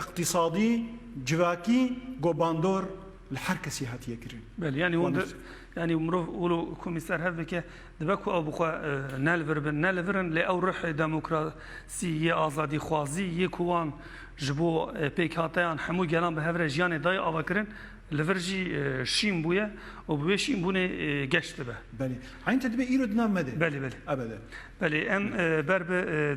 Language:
Kurdish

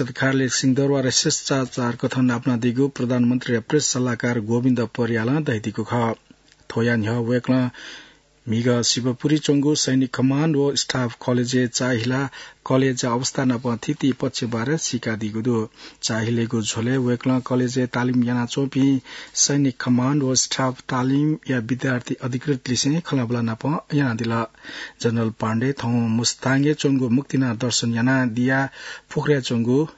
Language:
Newari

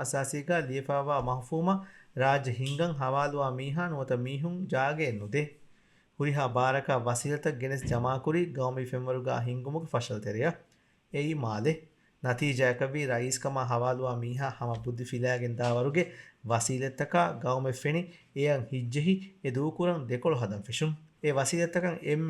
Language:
Divehi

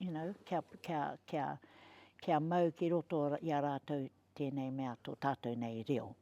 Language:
Māori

